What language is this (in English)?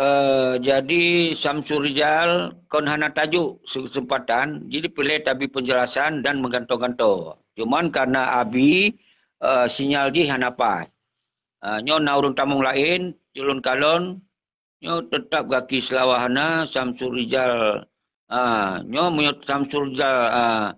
Achinese